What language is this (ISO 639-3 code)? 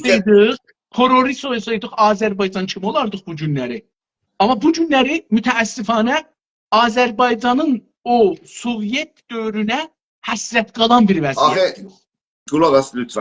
azb